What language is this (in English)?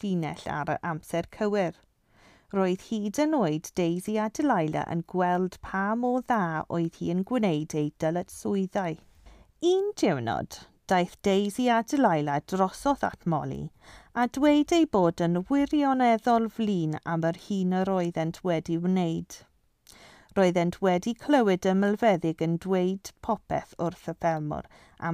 Welsh